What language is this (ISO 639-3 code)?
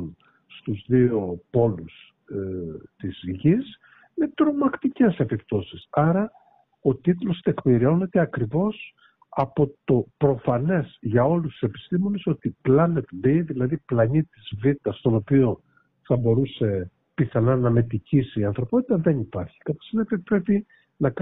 ell